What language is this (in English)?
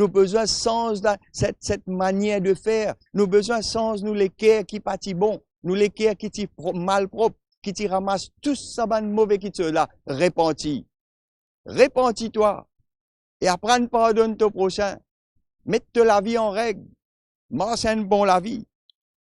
Morisyen